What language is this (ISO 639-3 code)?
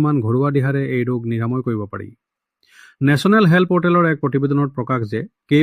asm